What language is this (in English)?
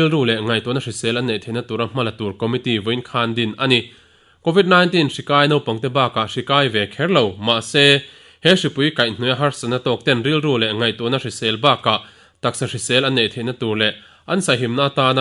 Mizo